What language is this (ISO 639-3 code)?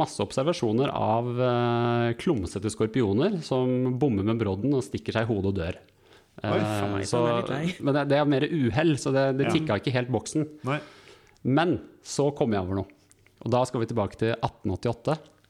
nor